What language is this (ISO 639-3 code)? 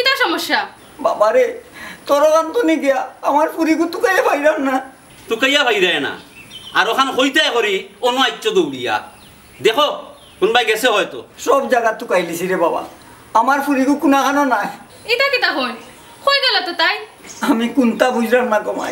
syl